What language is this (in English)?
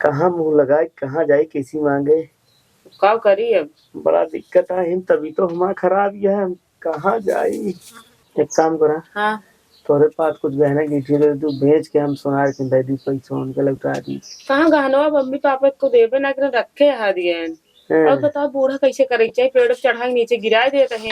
Awadhi